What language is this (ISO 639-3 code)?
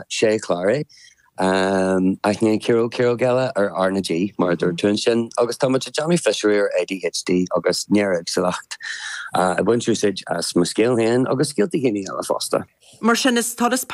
gle